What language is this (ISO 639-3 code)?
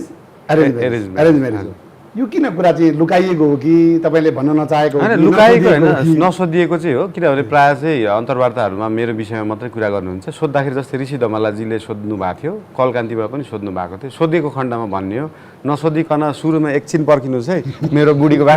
nep